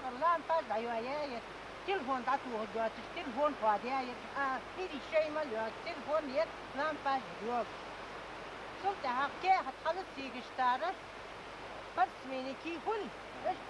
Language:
Ingush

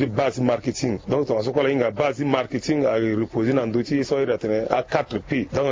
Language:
Sango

